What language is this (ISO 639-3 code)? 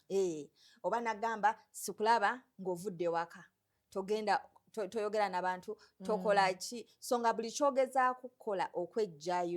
lug